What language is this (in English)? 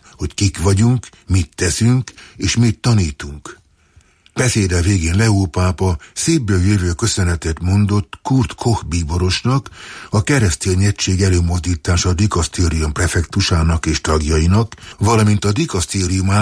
Hungarian